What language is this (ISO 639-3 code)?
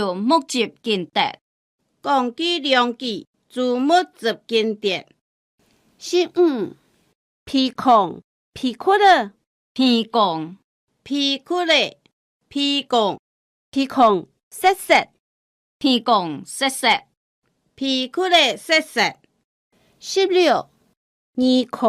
hak